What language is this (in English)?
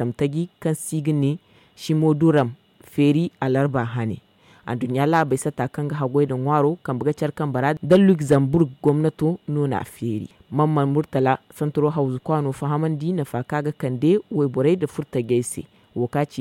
Zarma